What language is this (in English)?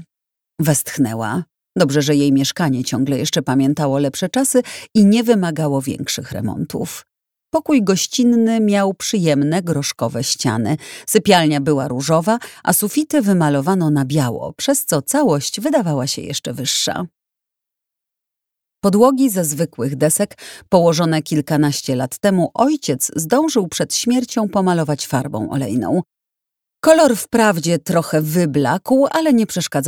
Polish